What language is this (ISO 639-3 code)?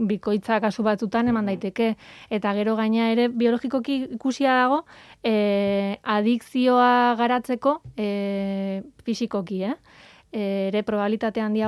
eus